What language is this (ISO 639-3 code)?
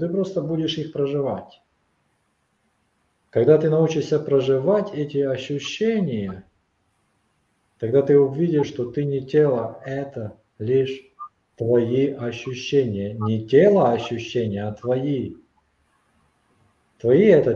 rus